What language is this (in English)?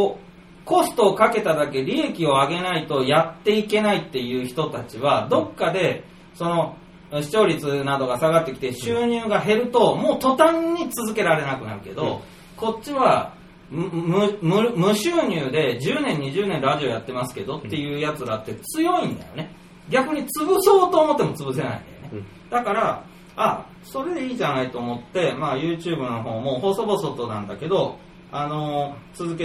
Japanese